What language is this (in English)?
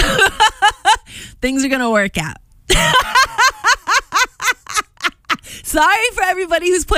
English